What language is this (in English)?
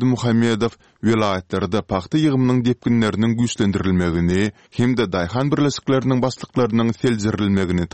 Turkmen